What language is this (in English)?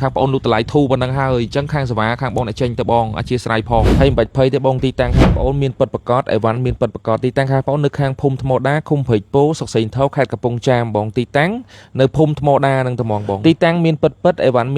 Khmer